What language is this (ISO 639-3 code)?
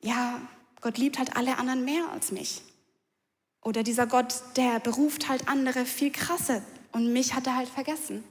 gsw